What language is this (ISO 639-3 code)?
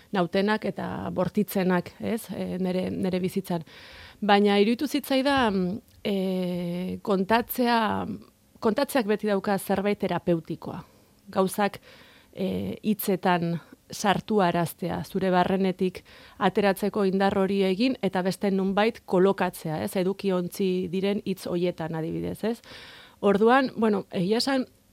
eus